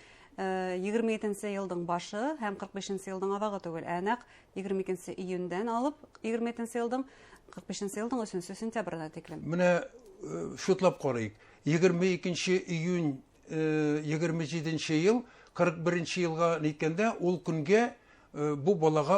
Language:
Bashkir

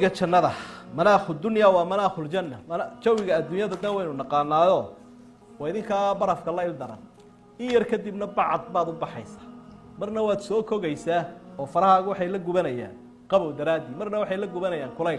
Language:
Somali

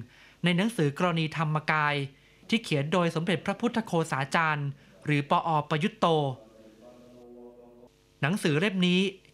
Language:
Thai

